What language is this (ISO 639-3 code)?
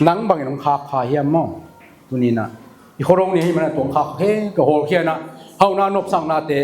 ctd